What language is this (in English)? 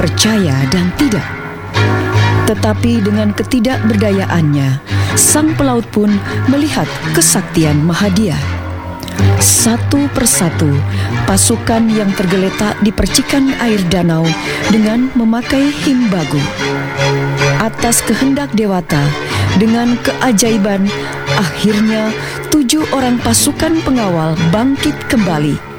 Indonesian